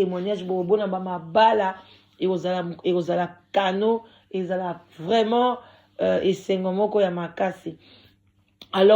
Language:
Lingala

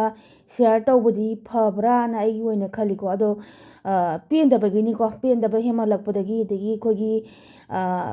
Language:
Manipuri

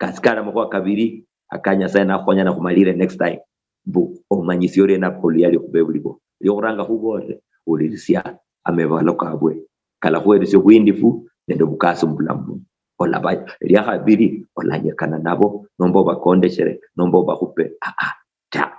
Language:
Luyia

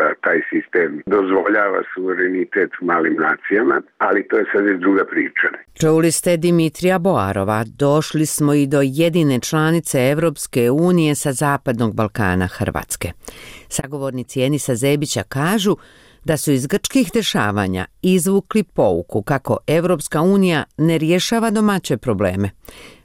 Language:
Serbian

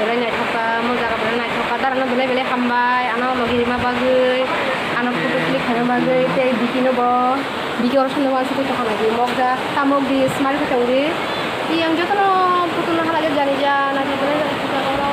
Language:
Kok Borok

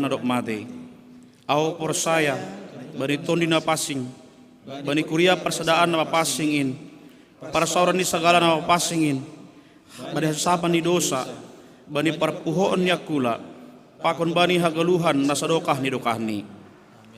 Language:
Batak Simalungun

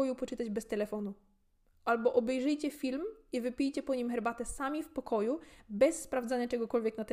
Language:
Polish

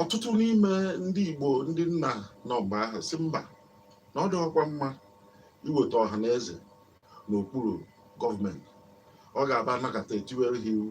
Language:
Igbo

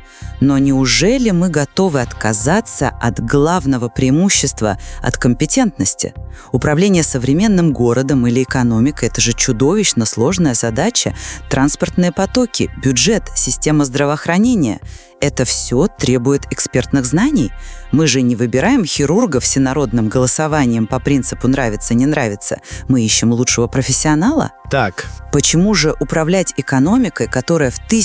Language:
Russian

